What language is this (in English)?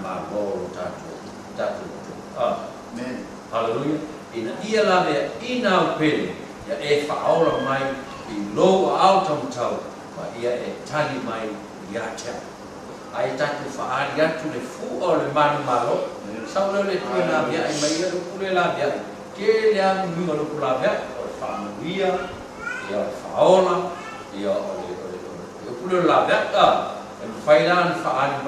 Samoan